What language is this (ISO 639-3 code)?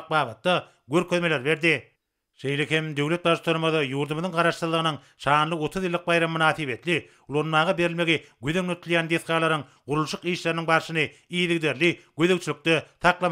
tuk